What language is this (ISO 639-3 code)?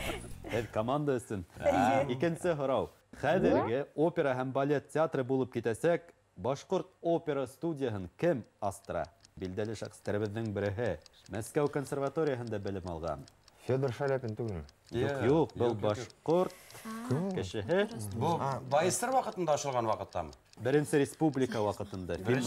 bak